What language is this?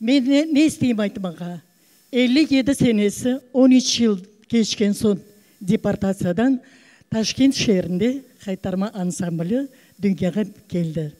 Crimean Tatar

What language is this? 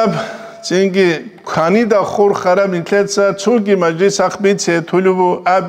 Avaric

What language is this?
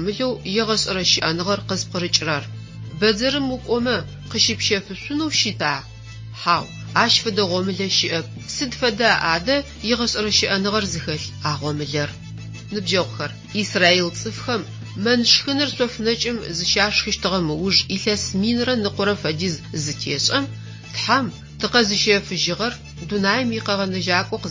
Adyghe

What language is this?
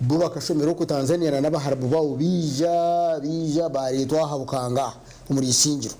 Nyankole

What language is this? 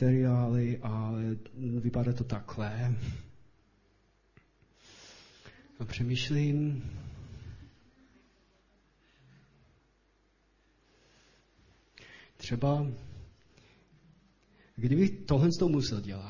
Czech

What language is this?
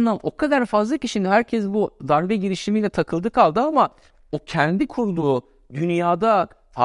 Turkish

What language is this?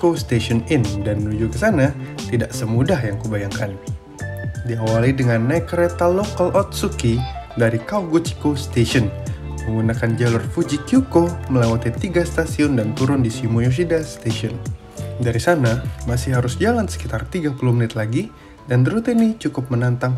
Indonesian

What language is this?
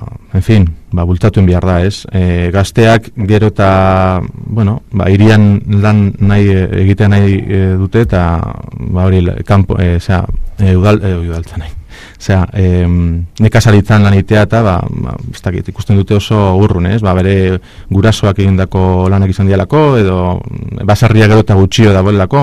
Basque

